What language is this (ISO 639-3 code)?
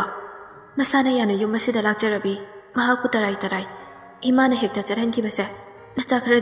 mni